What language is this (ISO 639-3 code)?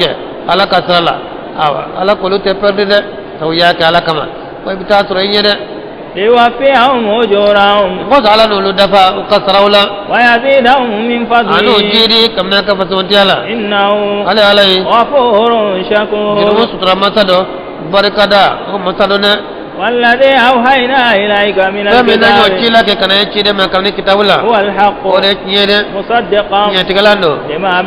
bam